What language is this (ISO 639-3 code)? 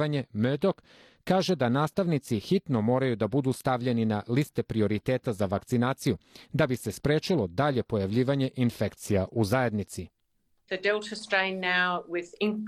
srp